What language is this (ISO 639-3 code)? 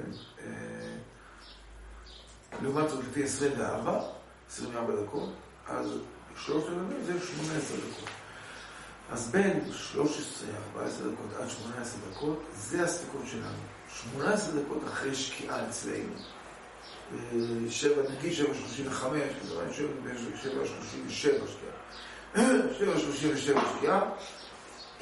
heb